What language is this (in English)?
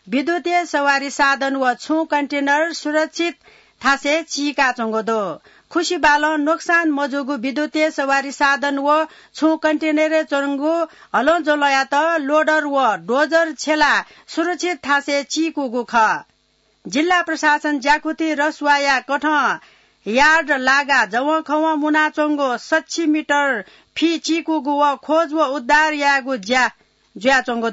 Newari